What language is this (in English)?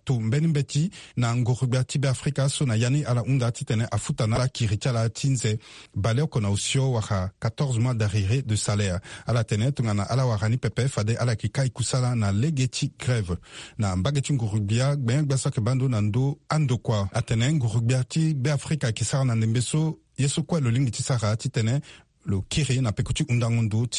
Sango